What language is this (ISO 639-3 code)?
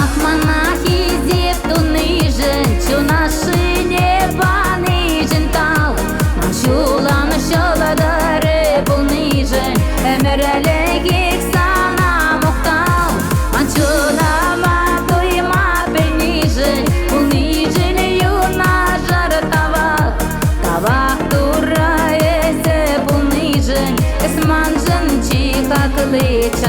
chv